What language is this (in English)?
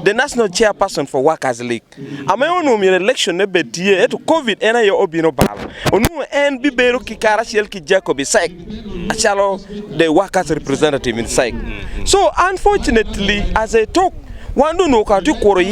Acoli